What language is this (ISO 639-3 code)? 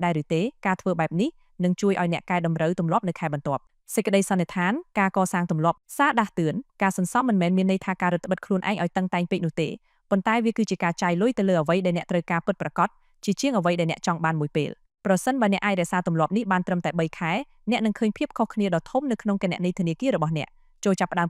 khm